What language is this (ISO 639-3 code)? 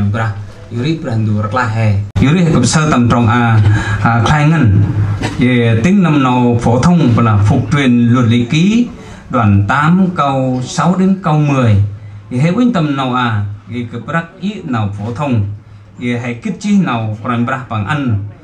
cmo